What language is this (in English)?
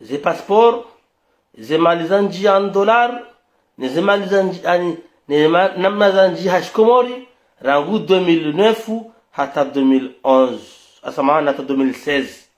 Ngazidja Comorian